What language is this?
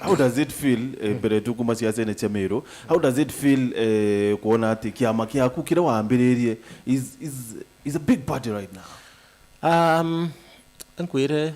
Meru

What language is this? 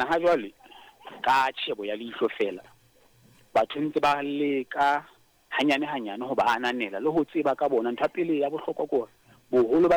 Southern Sotho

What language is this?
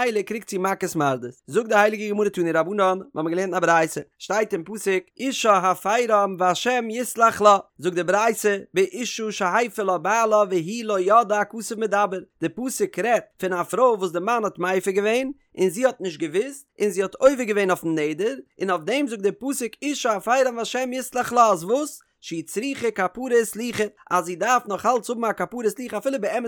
Yiddish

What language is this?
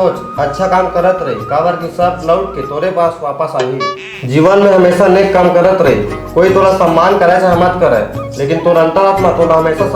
Chhattisgarhi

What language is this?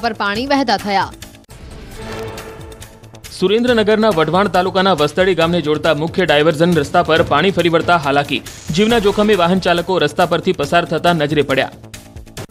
Gujarati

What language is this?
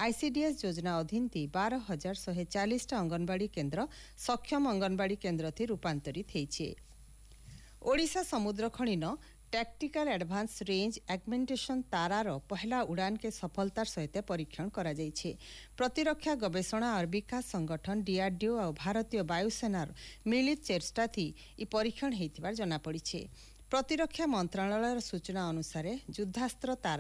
Odia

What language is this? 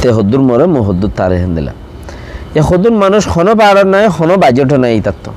Rohingya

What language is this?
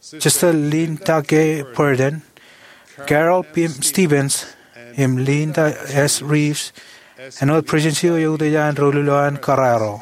Marshallese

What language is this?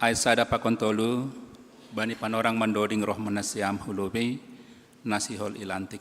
Batak Simalungun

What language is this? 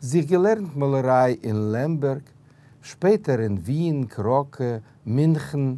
Yiddish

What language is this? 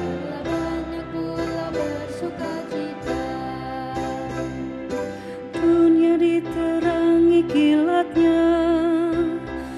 Indonesian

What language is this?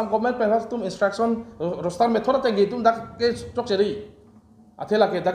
Karbi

